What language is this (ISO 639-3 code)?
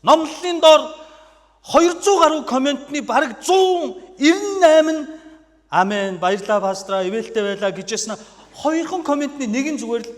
mon